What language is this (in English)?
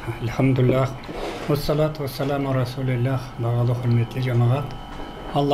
Karachay-Balkar